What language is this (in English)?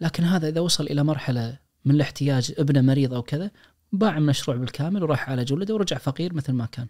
Najdi Arabic